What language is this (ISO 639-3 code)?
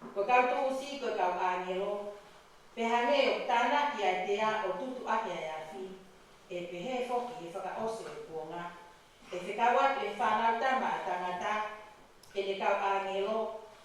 ton